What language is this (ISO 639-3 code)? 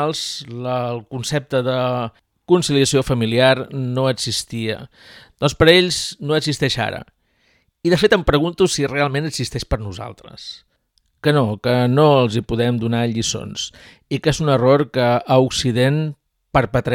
cat